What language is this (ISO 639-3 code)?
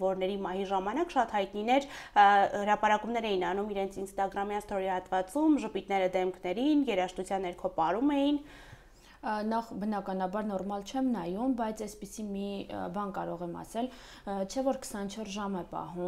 hye